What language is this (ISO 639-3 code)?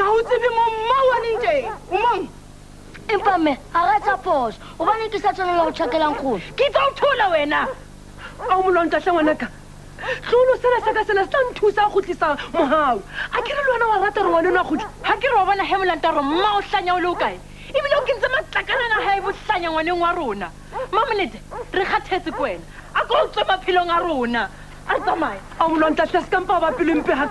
sot